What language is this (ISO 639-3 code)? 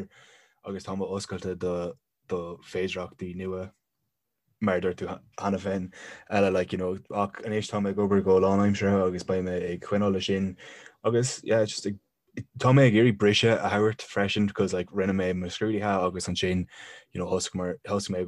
gle